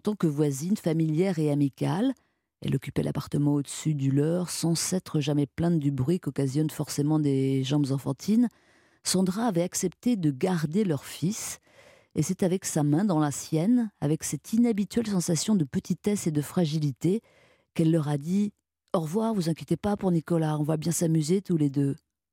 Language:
French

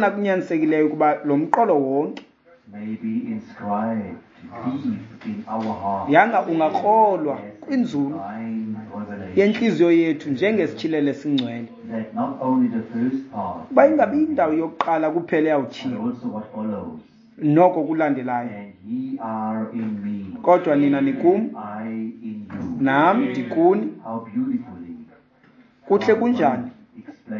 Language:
Xhosa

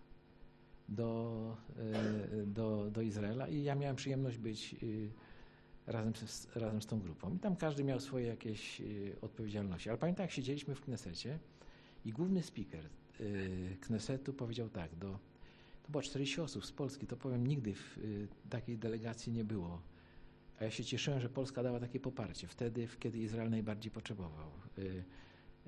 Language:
Polish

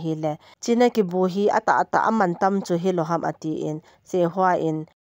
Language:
Thado Chin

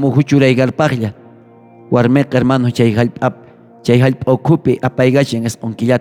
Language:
South Bolivian Quechua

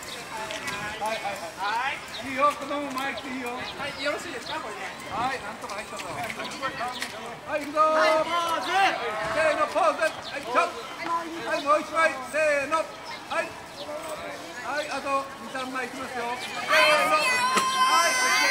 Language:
Japanese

